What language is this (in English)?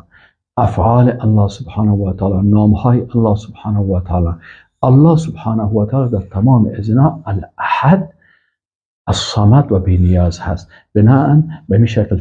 Persian